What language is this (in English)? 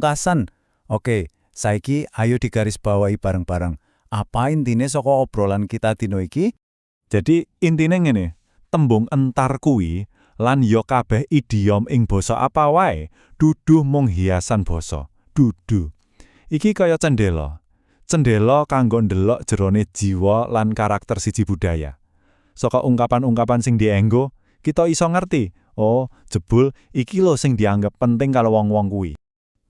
Javanese